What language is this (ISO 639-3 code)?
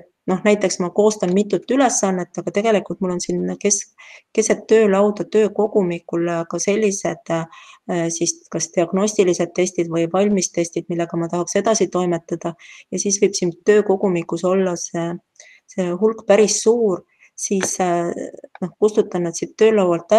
est